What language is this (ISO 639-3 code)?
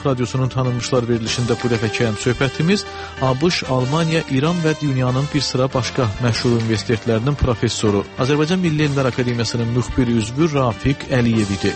aze